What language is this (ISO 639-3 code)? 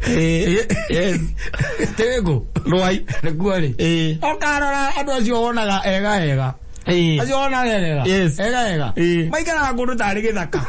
kik